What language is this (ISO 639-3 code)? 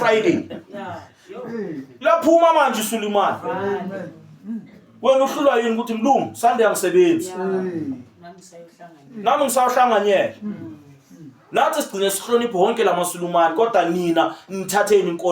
zul